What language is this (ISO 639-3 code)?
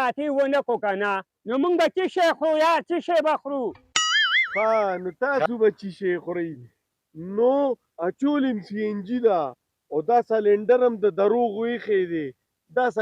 pus